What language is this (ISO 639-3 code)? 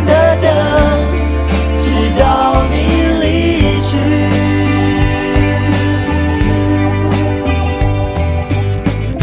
zho